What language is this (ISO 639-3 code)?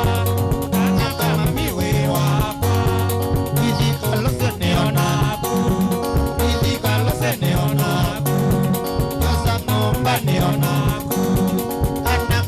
kam